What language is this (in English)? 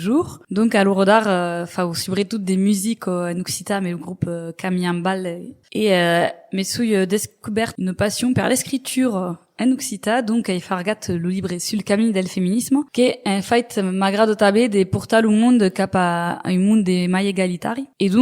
Occitan